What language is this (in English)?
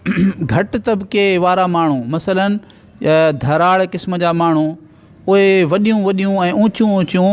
Sindhi